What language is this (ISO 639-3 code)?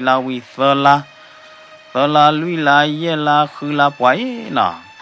ksw